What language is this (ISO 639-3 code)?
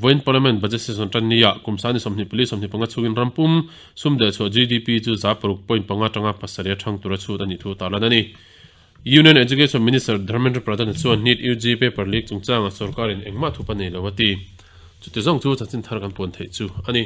lus